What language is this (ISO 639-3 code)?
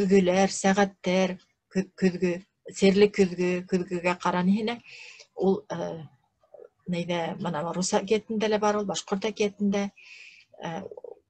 bak